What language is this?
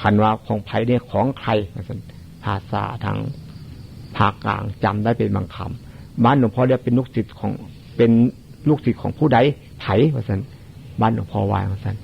Northeastern Thai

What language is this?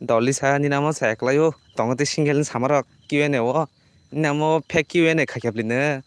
Kok Borok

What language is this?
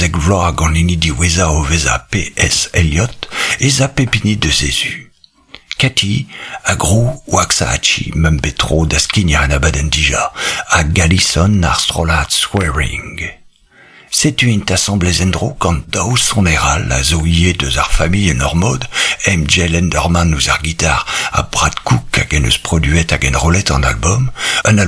Breton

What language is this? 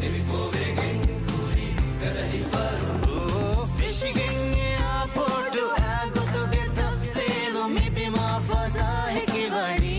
Divehi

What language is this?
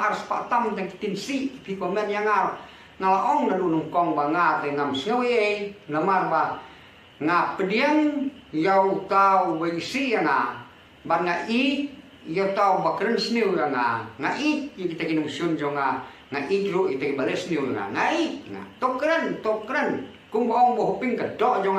Khasi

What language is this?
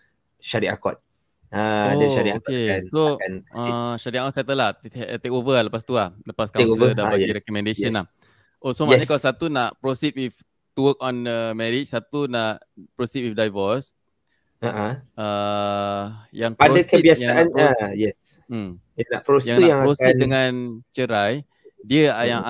Malay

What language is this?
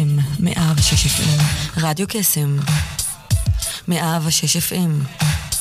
Hebrew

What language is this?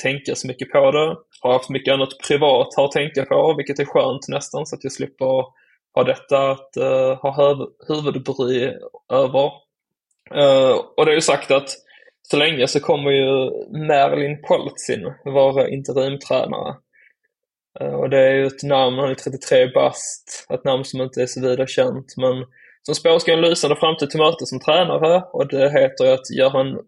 Swedish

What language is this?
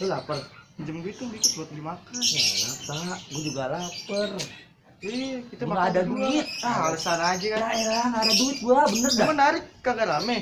Betawi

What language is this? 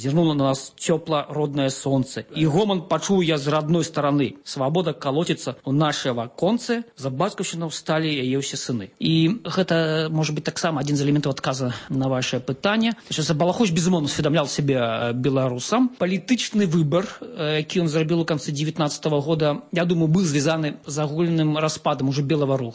Belarusian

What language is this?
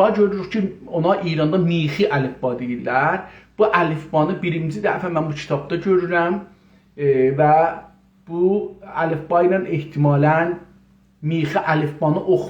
South Azerbaijani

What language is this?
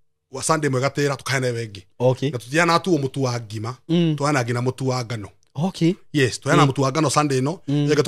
Kikuyu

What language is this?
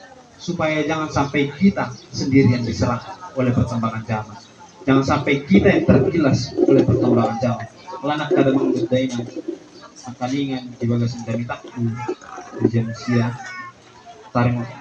Batak Toba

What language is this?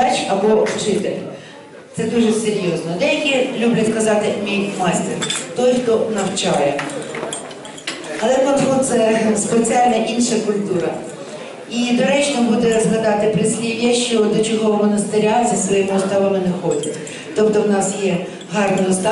Ukrainian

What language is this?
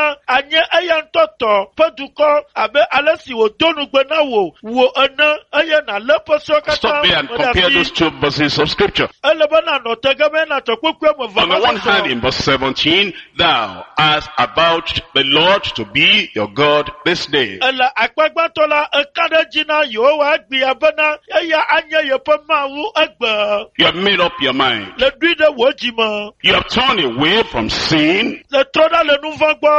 Ewe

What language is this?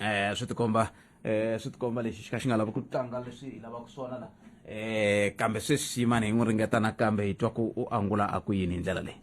Tsonga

